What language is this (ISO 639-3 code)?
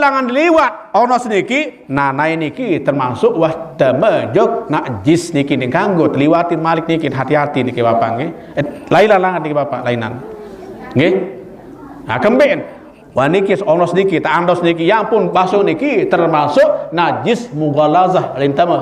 sas